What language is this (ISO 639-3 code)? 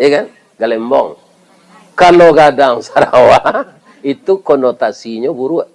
min